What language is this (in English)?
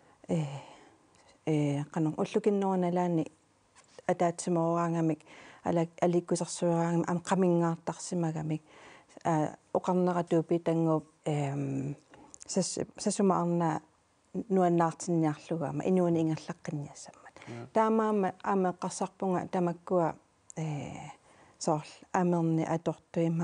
Kalaallisut